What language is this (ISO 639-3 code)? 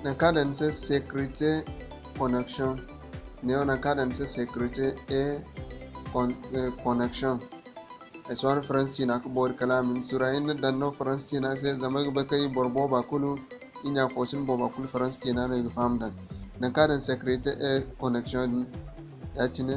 dje